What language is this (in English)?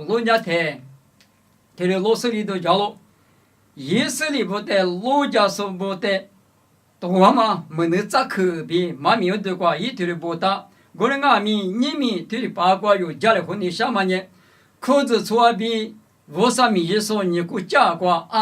Lisu